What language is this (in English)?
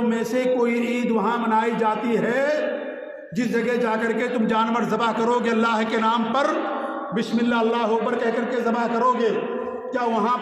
Urdu